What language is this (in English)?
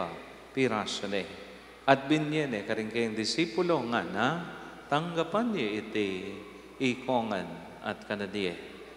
Pampanga